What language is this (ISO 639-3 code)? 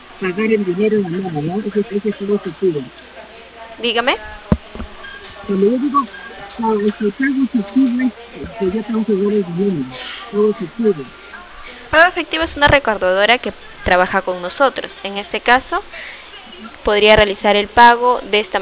spa